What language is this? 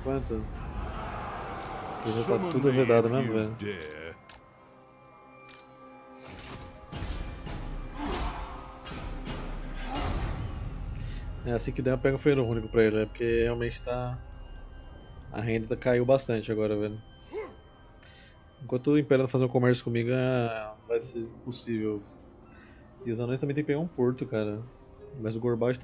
Portuguese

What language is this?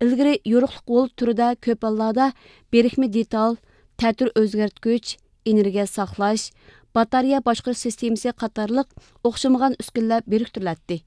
Uyghur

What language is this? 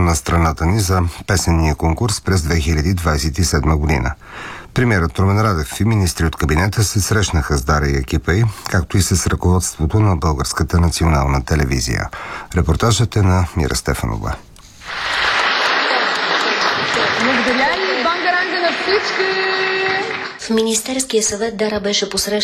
Bulgarian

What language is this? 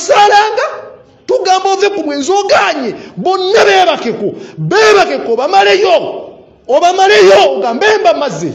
Ganda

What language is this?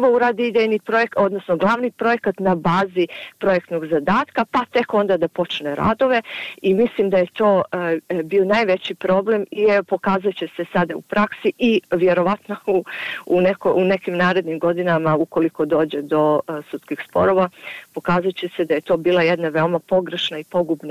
Bosnian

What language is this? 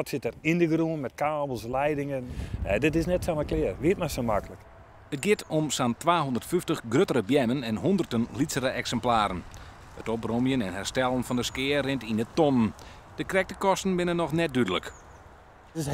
Western Frisian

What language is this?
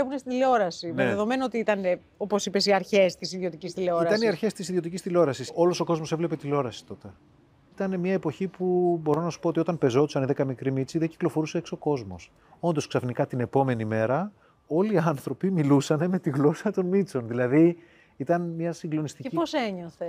Greek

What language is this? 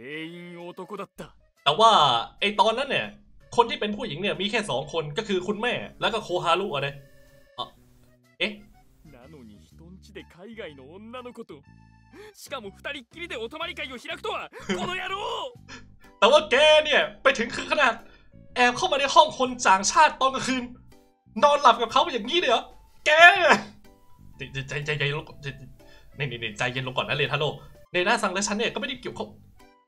Thai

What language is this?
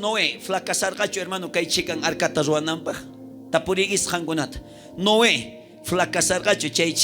South Bolivian Quechua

